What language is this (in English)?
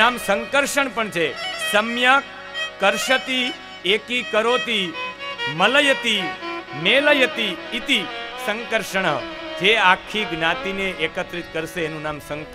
Gujarati